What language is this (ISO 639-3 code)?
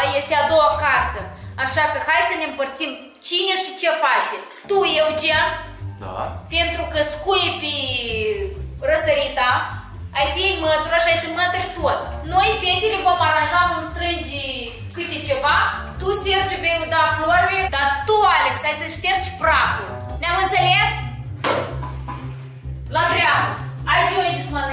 ron